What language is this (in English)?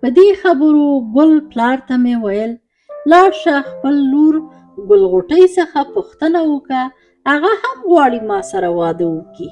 Pashto